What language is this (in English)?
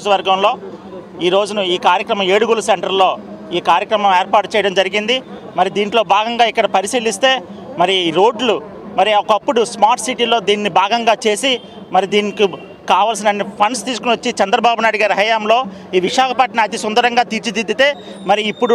Telugu